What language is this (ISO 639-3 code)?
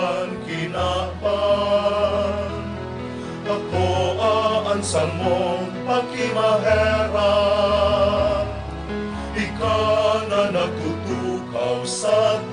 bik